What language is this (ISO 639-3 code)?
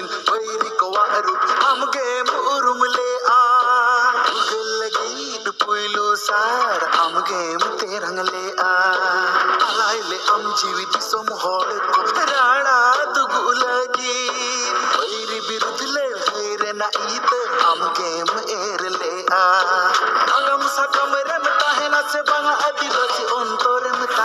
sat